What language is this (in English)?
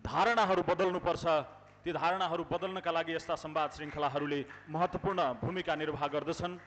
Nepali